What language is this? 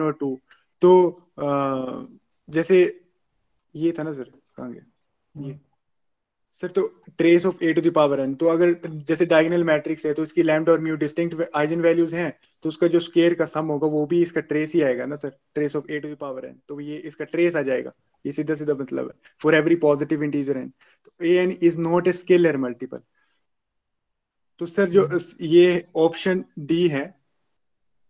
Hindi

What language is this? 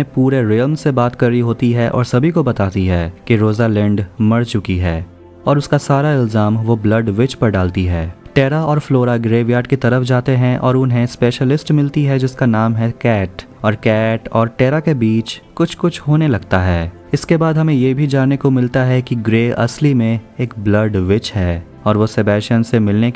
Hindi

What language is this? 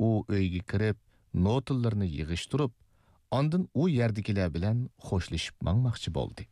Uyghur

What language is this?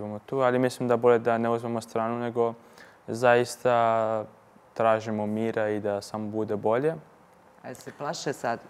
Serbian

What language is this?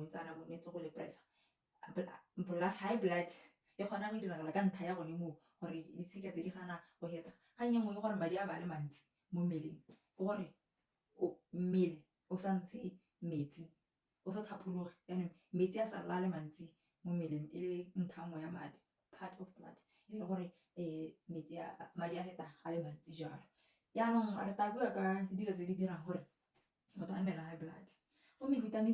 Tswana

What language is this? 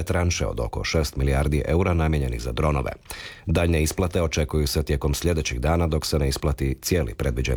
Croatian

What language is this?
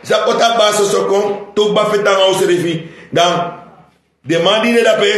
Sranan Tongo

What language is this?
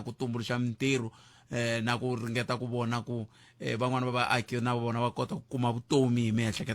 Tsonga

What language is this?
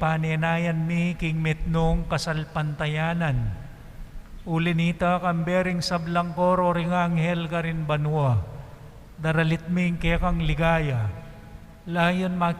Pampanga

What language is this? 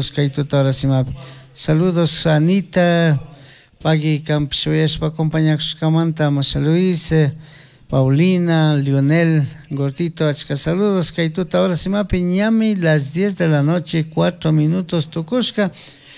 Chimborazo Highland Quichua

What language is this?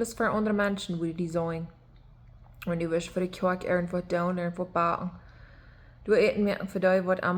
Plautdietsch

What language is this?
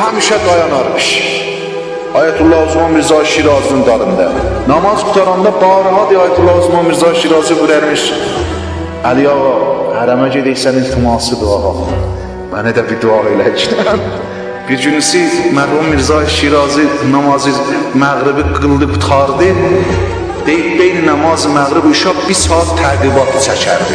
South Azerbaijani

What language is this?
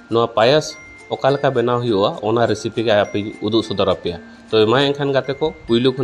Santali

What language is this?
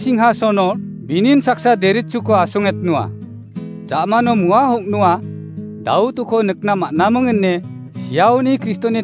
Garo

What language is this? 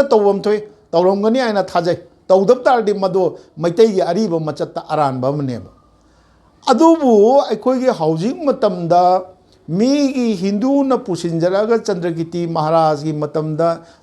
Manipuri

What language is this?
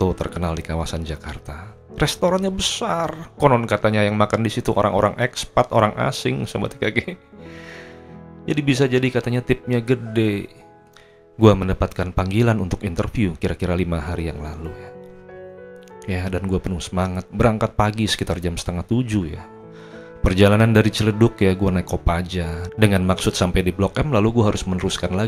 Indonesian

